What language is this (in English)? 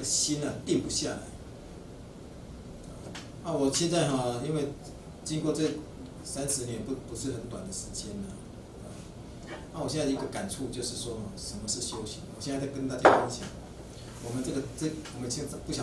Chinese